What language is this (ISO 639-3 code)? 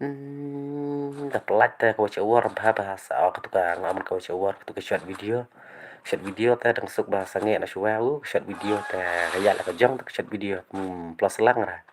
kha